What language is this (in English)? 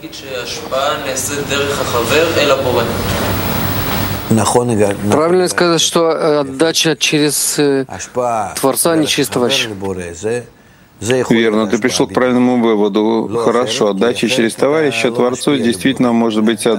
Russian